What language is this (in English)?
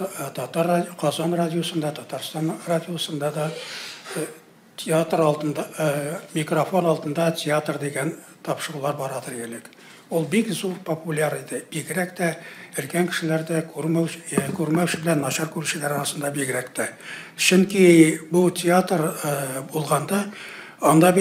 Tatar